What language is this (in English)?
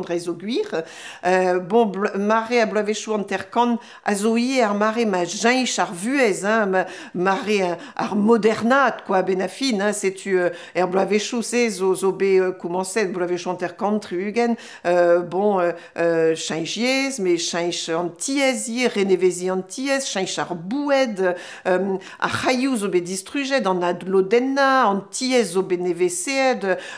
Breton